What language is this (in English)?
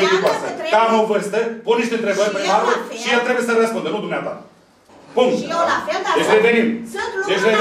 Romanian